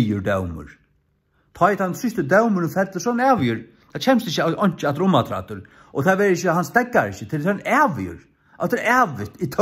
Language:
Faroese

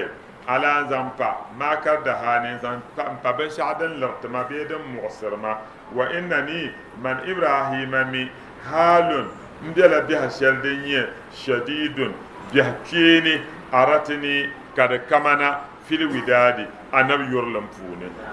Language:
Dagbani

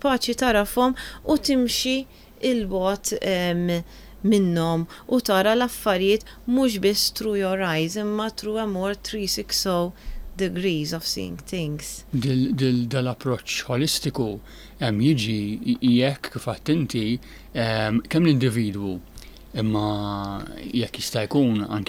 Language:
Maltese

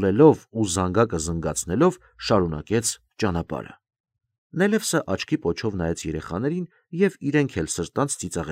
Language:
Armenian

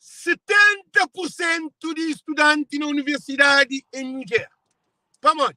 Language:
Kabuverdianu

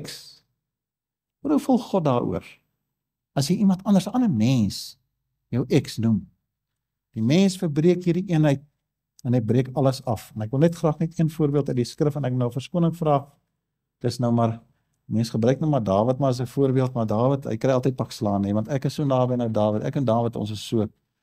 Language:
Afrikaans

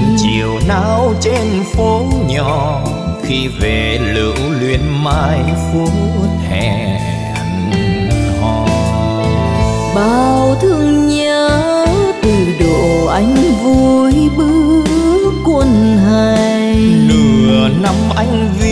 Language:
Vietnamese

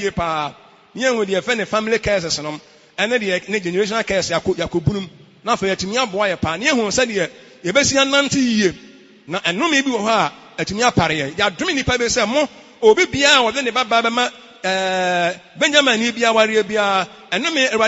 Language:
Akan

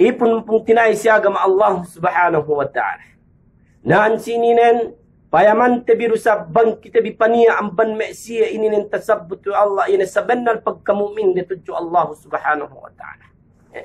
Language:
Yakan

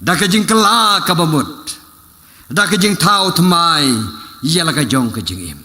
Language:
Khasi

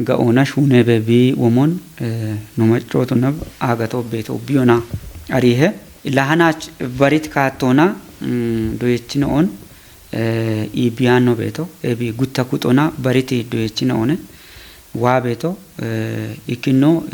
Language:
Kafa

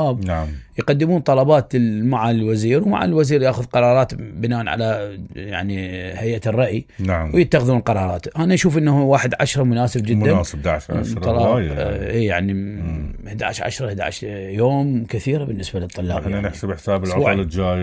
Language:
Mesopotamian Arabic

